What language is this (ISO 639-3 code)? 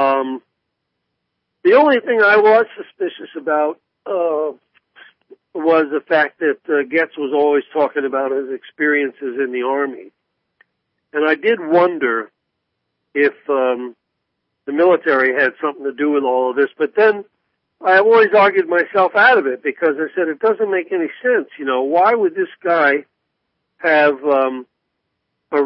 eng